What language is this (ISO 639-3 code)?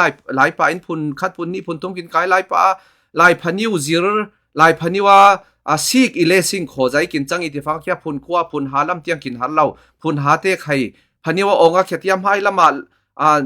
cfm